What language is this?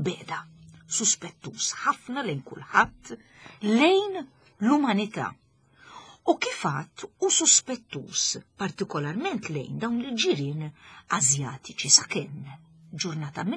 Maltese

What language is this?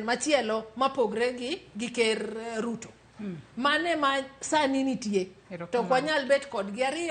Luo (Kenya and Tanzania)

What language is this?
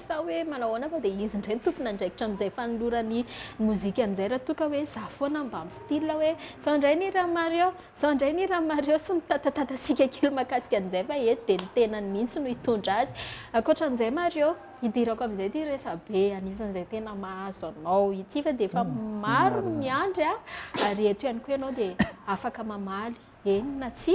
Malagasy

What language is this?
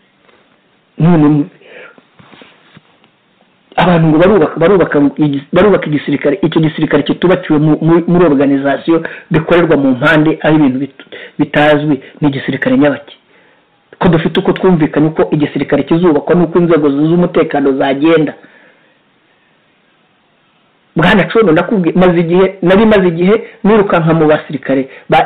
Kinyarwanda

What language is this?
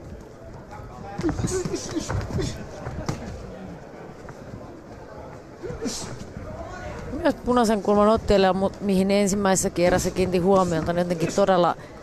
Finnish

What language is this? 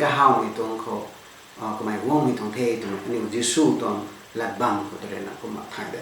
Rongmei Naga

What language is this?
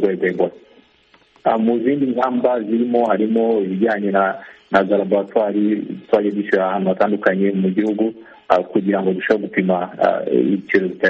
Kinyarwanda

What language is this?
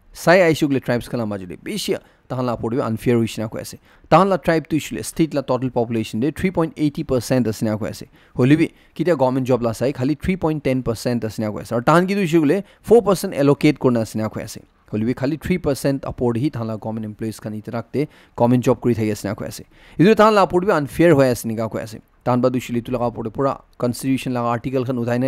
Naga Pidgin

